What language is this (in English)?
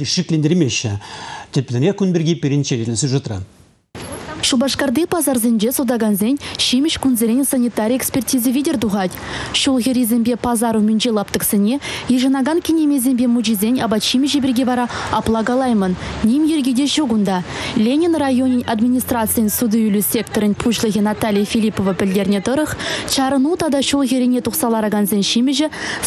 Chuvash